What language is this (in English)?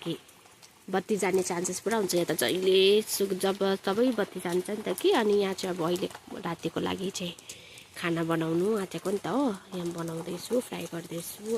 Nepali